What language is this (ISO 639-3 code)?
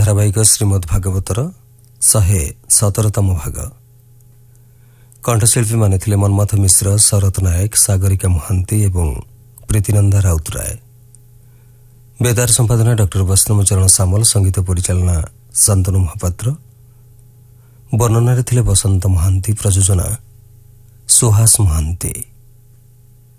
ori